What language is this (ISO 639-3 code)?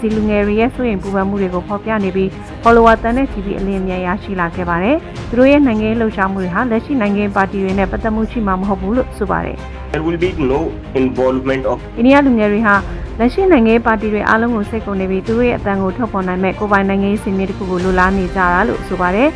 mya